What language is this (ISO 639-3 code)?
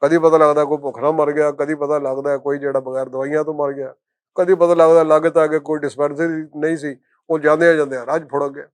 lah